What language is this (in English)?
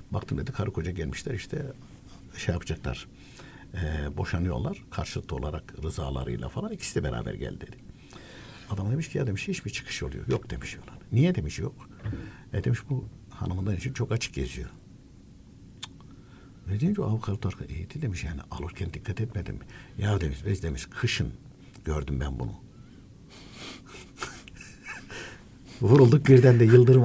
Turkish